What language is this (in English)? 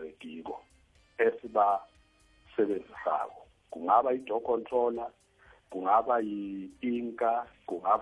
South Ndebele